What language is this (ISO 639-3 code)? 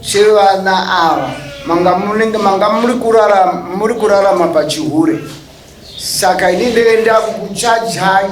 sna